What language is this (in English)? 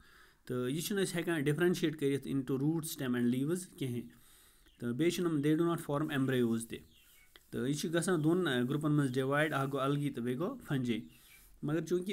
Kashmiri